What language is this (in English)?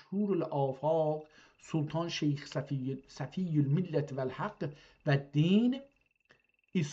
South Azerbaijani